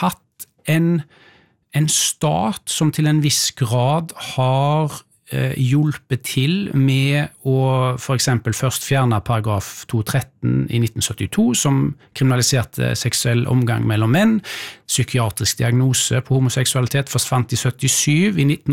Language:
Norwegian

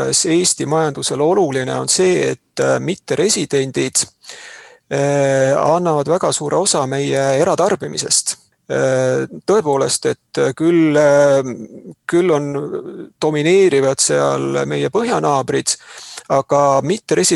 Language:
Estonian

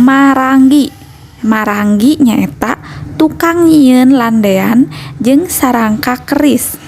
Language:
Sundanese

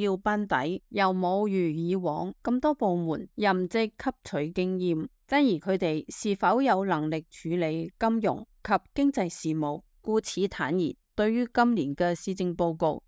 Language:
Cantonese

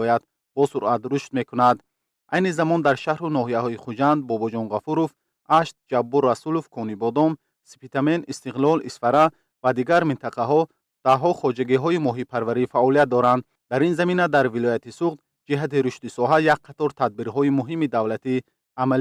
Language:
Tajik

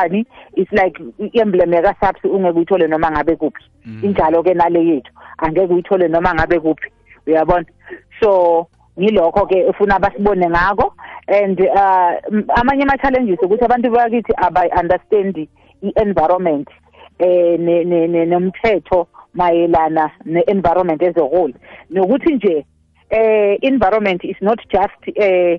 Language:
South Ndebele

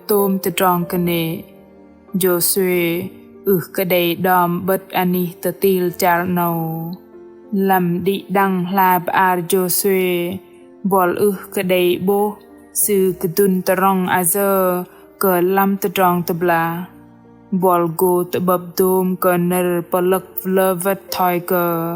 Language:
Bahnar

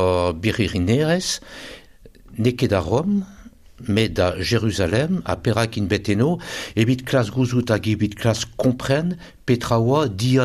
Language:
Breton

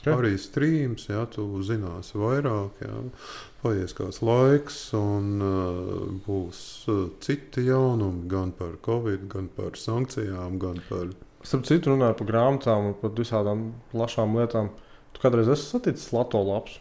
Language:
Latvian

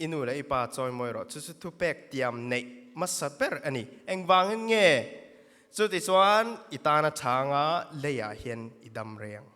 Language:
Mizo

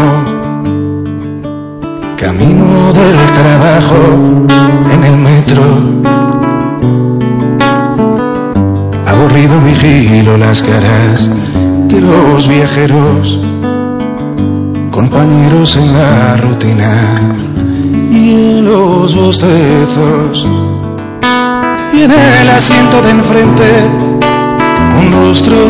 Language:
Spanish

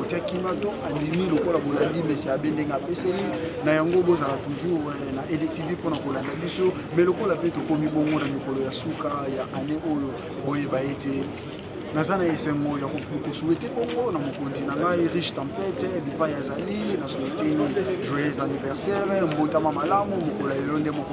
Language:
Lingala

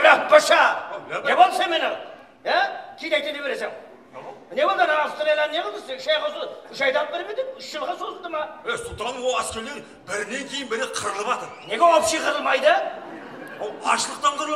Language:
Kara-Kalpak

